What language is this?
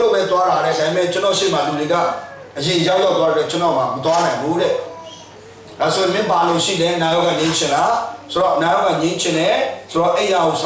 Burmese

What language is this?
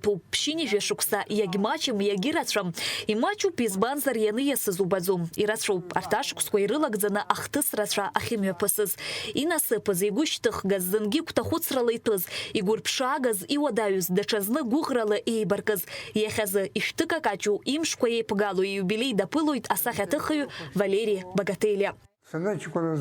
Abkhazian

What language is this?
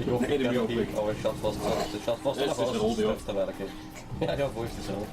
Bavarian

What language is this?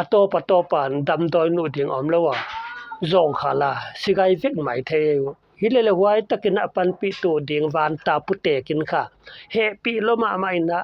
Paite Chin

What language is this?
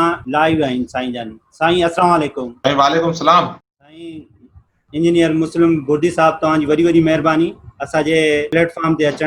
Sindhi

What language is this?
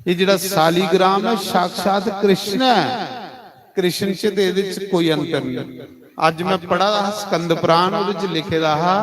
Dogri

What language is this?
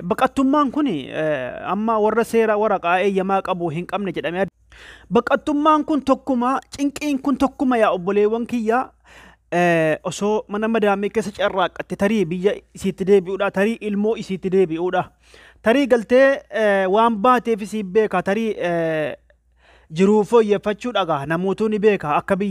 Oromo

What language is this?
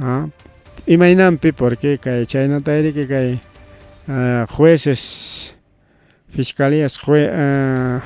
Ayacucho Quechua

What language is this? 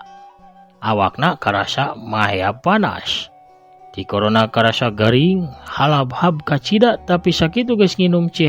Sundanese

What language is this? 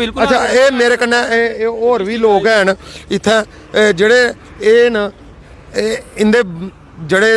Dogri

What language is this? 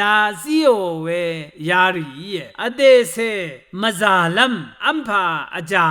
Rawang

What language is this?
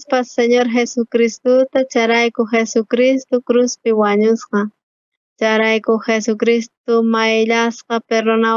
South Bolivian Quechua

